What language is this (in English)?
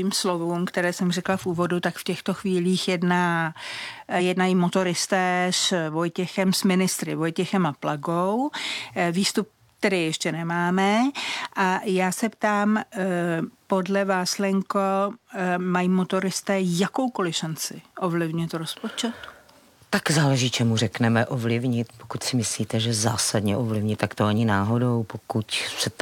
Czech